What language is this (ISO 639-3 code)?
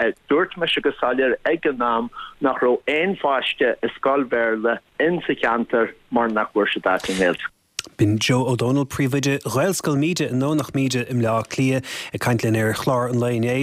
gle